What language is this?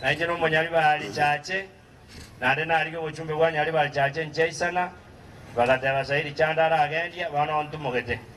Gusii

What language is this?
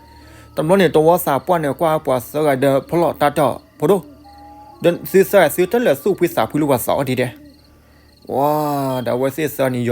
S'gaw Karen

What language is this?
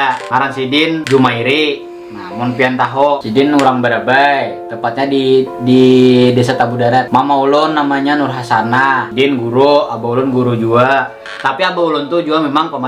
Banjar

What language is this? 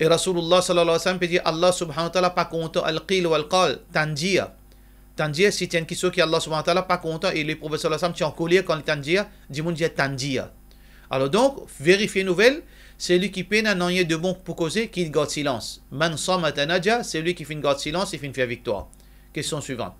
Morisyen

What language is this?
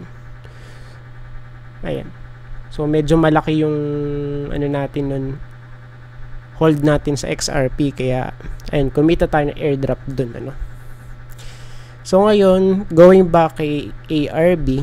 Filipino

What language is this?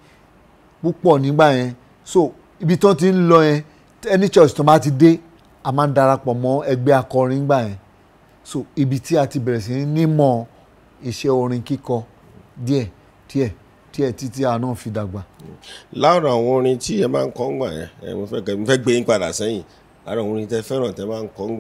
Yoruba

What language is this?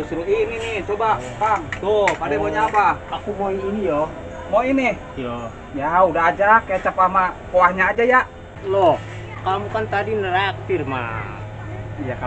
Betawi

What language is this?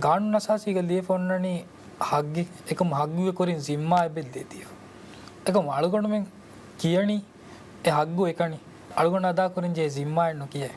Divehi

